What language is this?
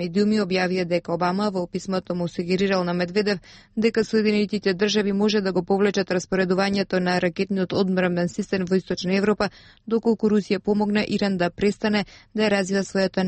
Macedonian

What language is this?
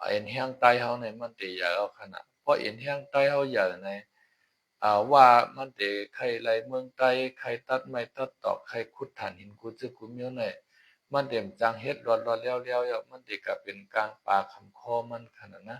Shan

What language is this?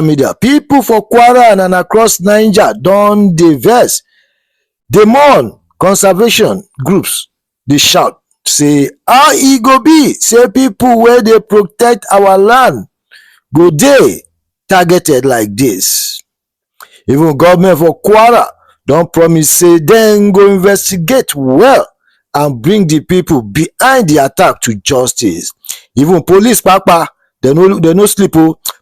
Nigerian Pidgin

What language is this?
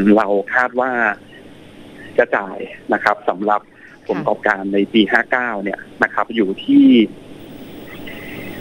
Thai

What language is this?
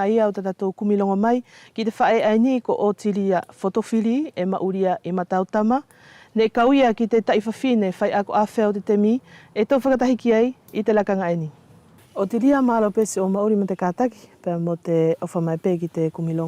Wallisian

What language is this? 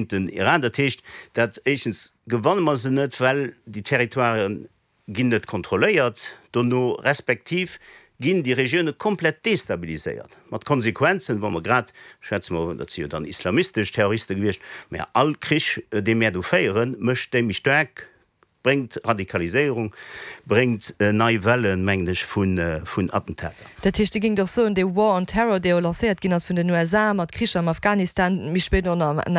Luxembourgish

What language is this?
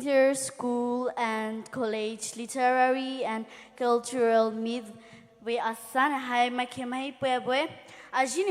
Poumei Naga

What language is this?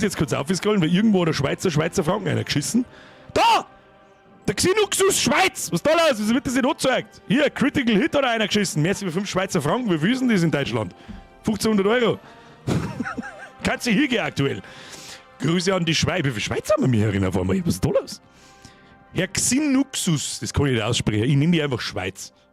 Bavarian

